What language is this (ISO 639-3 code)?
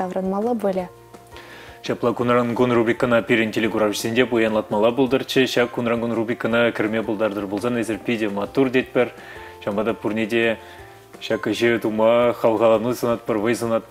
chv